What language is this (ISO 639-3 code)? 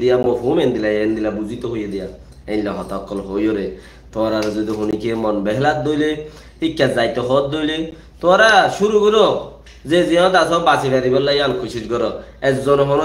rhg